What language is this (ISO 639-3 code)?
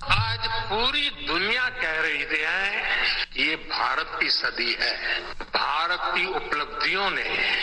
kas